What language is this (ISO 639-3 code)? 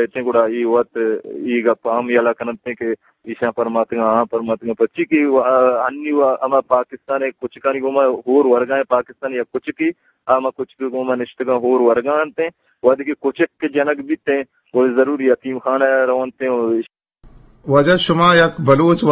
bgp